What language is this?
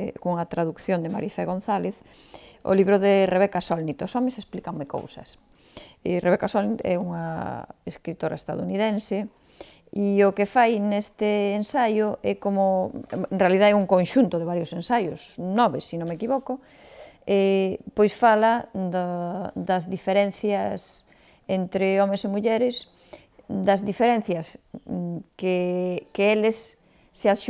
Galician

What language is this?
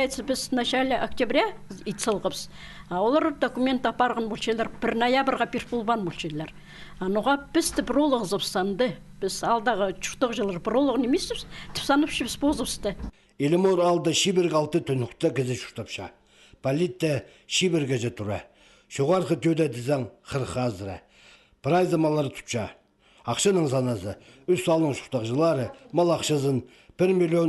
Khakas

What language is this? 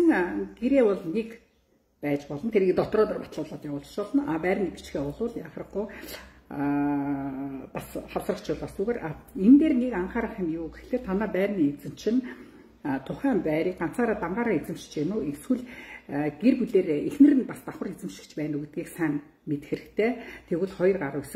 Mongolian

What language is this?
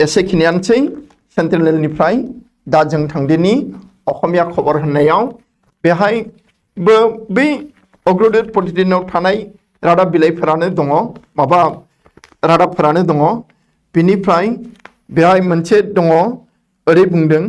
Bodo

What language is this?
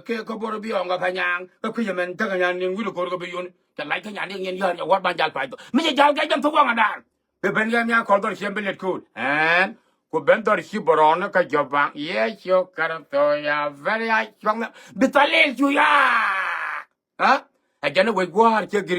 Nuer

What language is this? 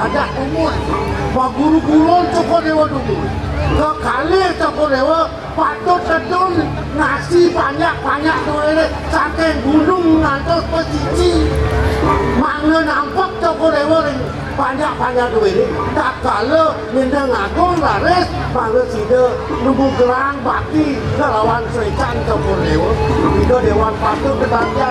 Balinese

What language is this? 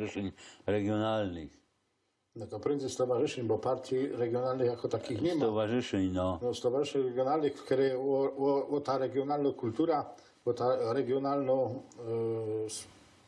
Silesian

